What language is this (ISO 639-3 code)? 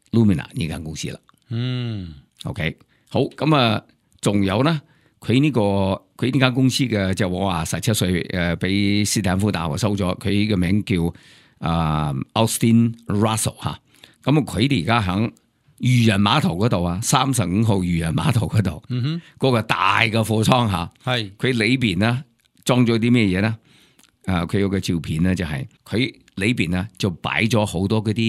yue